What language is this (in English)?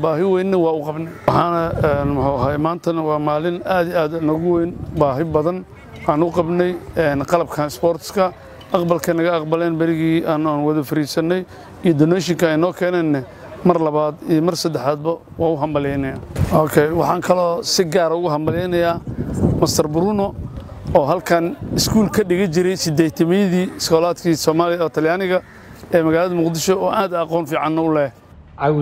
Somali